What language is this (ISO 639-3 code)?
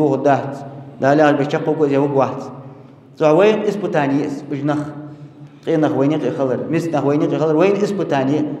inh